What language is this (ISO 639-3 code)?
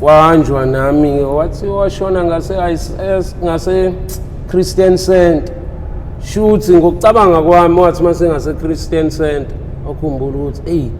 zul